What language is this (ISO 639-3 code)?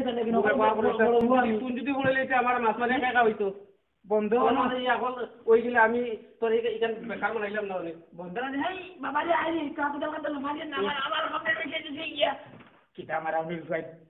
syl